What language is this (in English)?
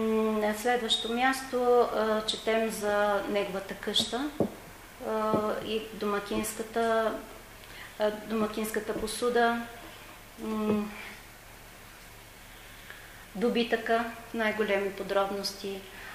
Bulgarian